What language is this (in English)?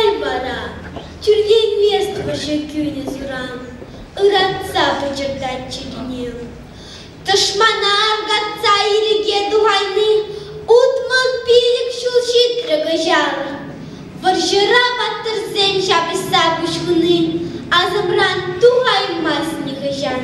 Chuvash